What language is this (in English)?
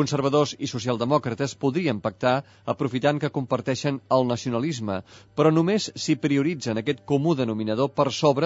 Catalan